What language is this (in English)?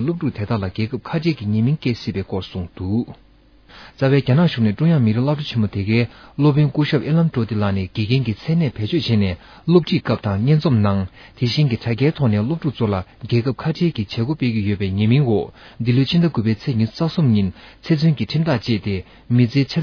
Tibetan